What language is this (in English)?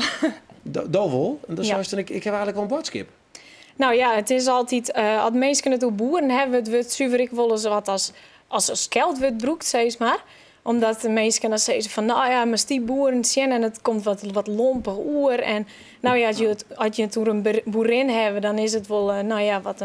Western Frisian